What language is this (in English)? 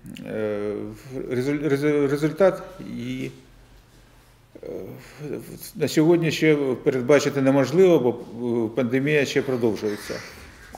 Ukrainian